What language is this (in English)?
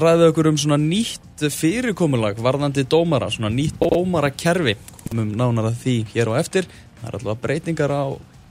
Icelandic